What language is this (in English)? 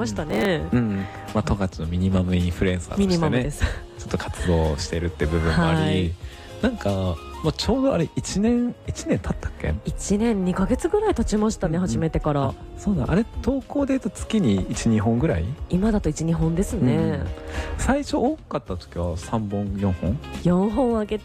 Japanese